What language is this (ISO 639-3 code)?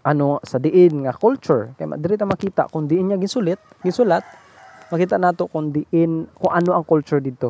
hil